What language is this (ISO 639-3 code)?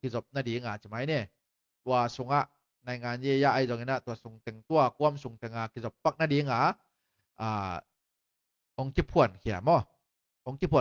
ctd